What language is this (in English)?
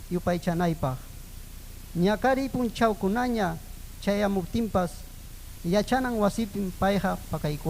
Ayacucho Quechua